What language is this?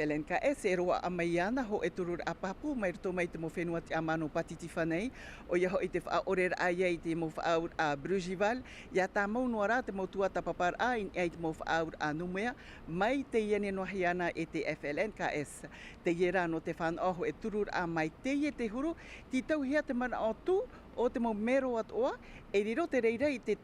Tahitian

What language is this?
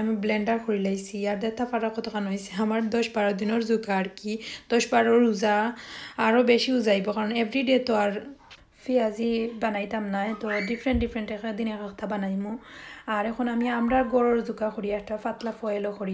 Sylheti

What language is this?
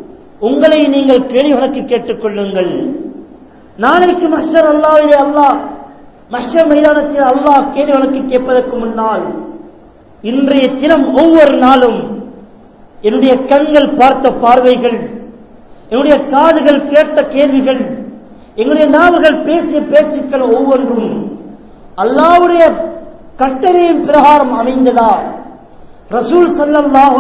Tamil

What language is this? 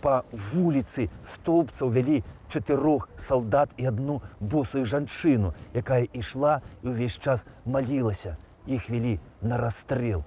Belarusian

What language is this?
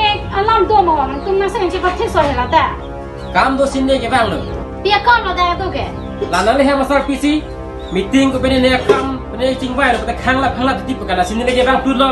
Karbi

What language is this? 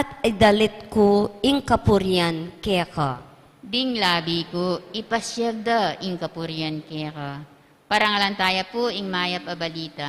Pampanga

